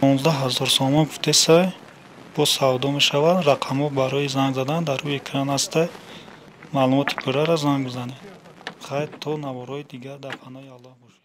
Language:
Tajik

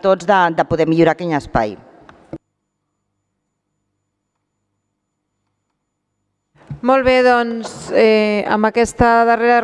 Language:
Catalan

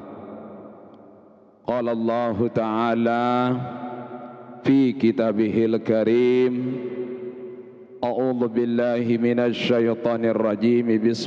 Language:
Sasak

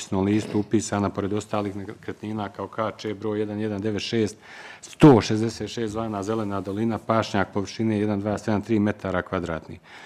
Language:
Bosnian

